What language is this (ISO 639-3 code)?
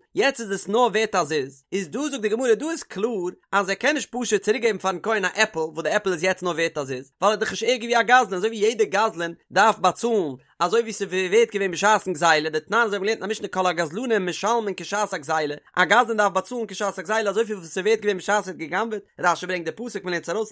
yid